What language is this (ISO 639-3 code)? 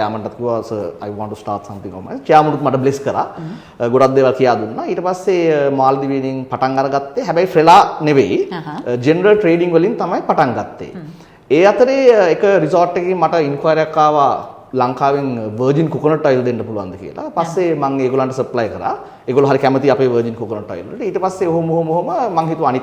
sin